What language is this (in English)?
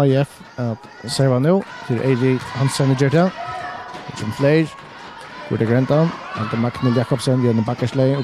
Faroese